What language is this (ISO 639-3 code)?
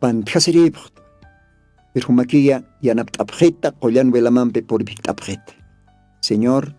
aym